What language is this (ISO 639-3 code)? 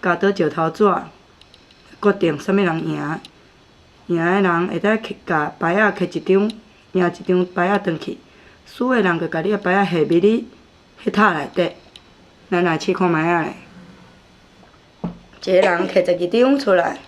nan